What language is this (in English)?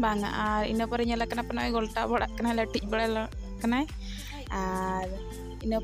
Santali